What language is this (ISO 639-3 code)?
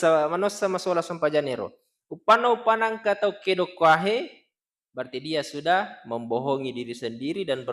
bug